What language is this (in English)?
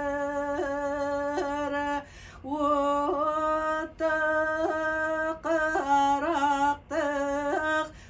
Yakut